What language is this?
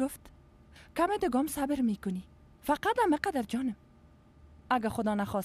Persian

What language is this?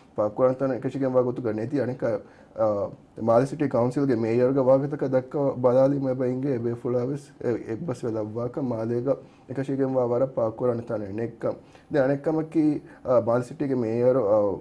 Divehi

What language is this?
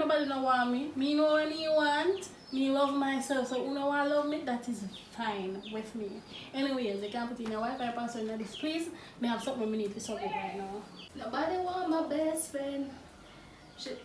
Jamaican Creole English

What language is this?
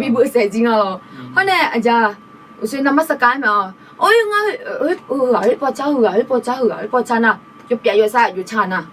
Akha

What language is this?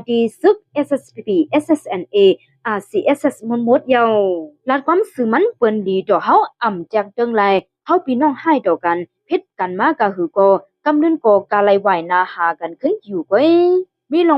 Shan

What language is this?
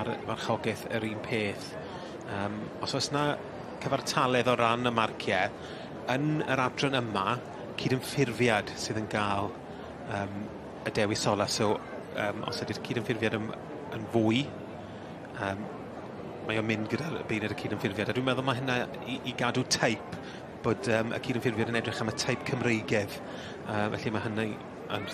Welsh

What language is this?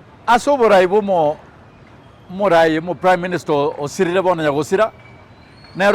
Gusii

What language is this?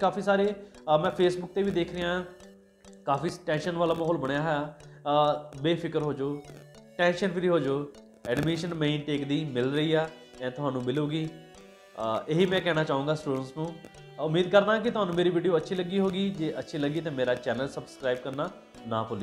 Punjabi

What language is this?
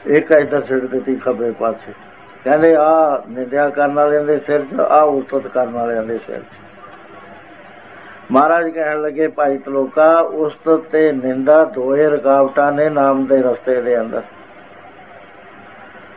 Punjabi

